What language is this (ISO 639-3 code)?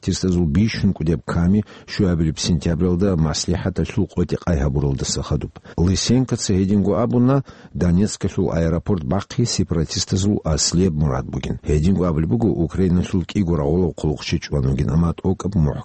ava